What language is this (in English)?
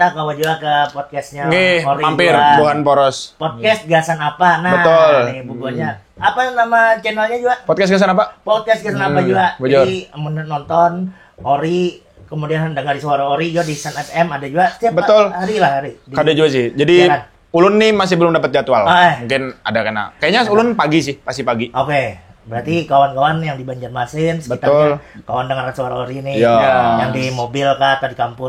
Banjar